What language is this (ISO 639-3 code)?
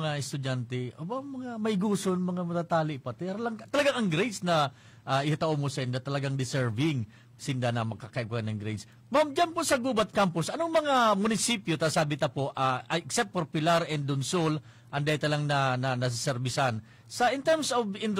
bik